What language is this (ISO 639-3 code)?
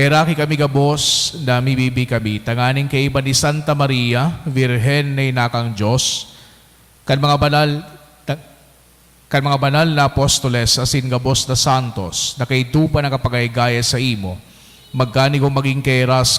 bik